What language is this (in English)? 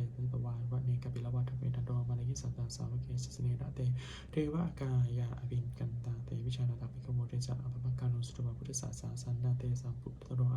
Pali